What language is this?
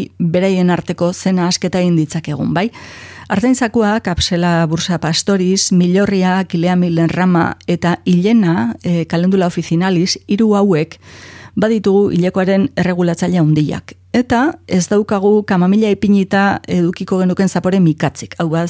Basque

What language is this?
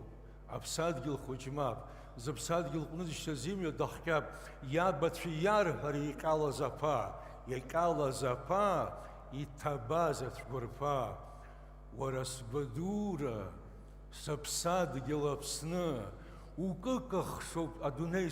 Abkhazian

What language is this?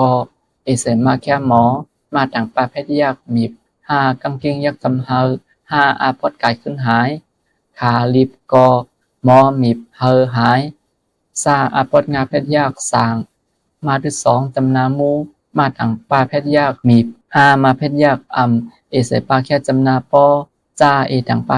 Shan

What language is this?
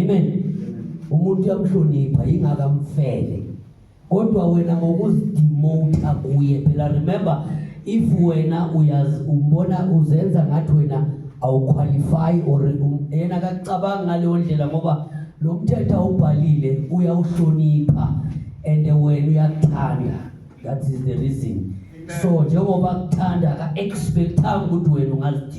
Zulu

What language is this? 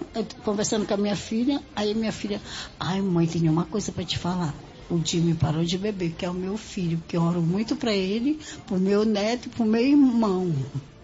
Portuguese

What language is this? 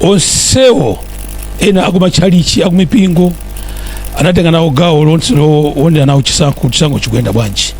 Nyanja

